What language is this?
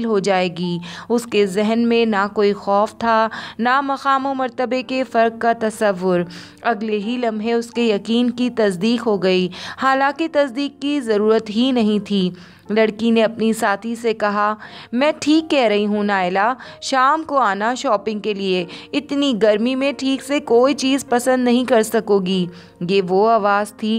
Urdu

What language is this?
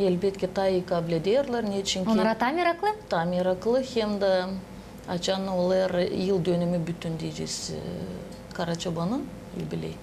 Gagauz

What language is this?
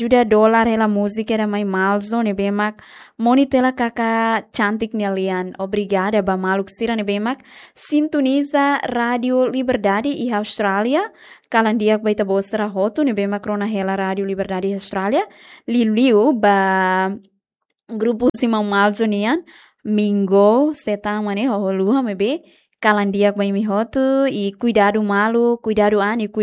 Tetum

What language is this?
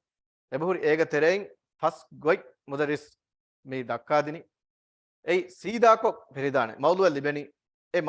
Divehi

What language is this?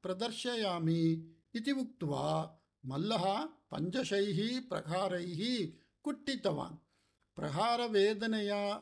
Sanskrit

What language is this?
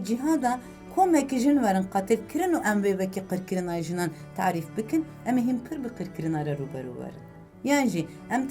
Kurdish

